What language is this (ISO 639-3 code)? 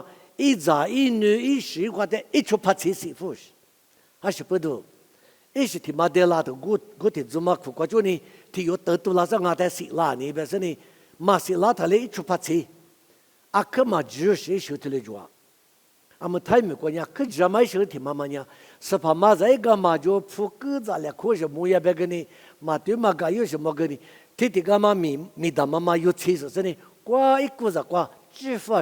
lis